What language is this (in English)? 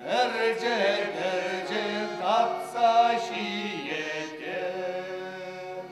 Chuvash